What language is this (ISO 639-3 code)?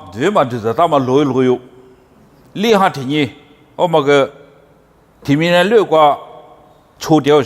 lis